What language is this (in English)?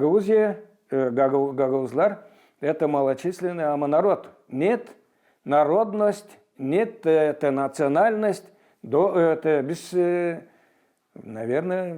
Gagauz